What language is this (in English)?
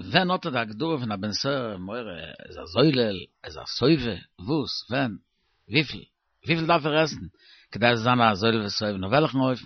Yiddish